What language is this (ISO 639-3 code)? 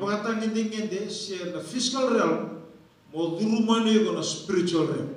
fij